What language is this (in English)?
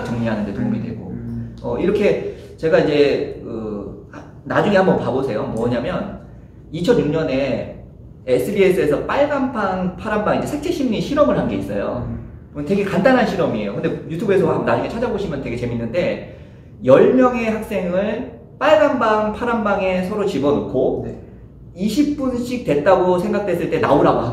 Korean